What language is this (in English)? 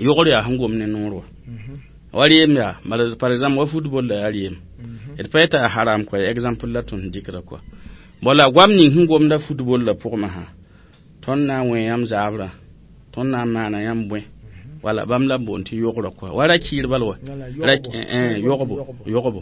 Mossi